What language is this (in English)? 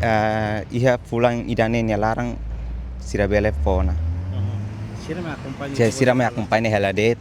Tetum